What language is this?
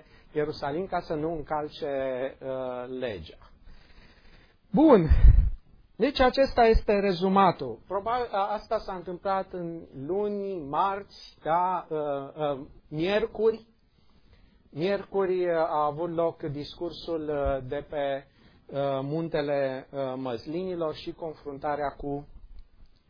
Romanian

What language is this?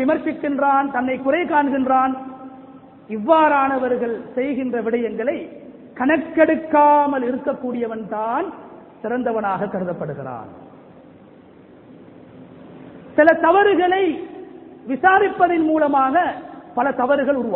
Tamil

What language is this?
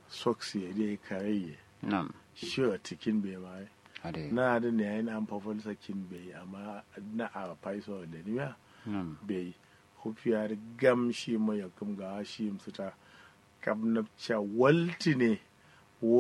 Kanuri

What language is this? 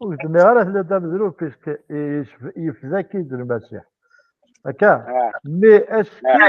Kabyle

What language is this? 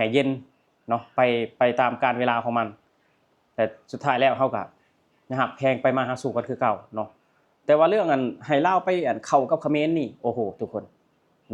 Lao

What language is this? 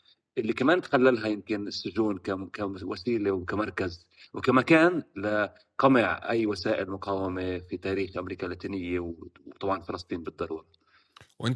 North Levantine Arabic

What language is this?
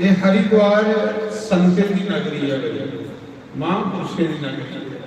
Dogri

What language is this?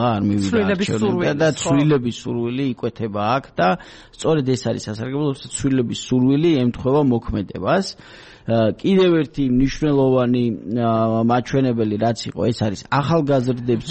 Georgian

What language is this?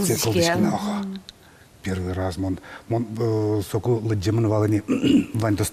Udmurt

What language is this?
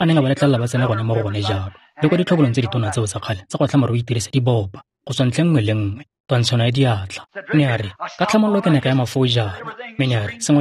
Tswana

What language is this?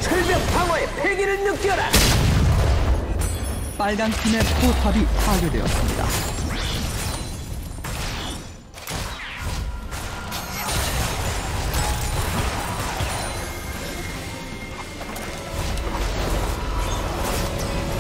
Korean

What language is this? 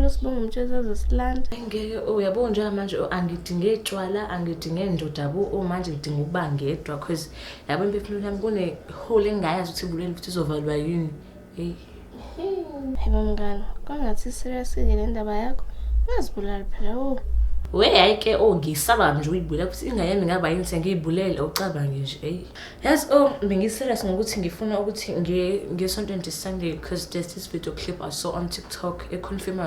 Zulu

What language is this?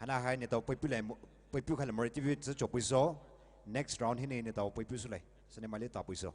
Poumei Naga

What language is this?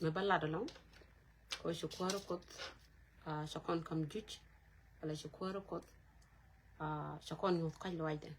Nuer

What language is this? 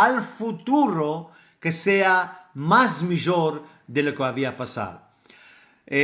Ladino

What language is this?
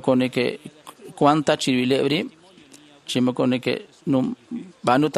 Kekchí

